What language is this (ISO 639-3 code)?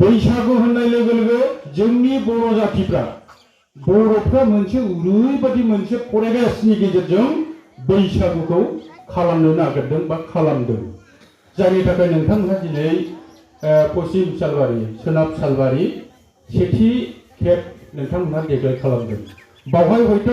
brx